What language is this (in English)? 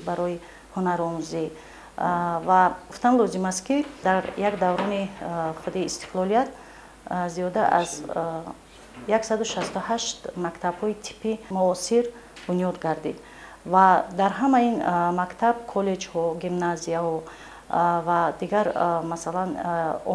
Tajik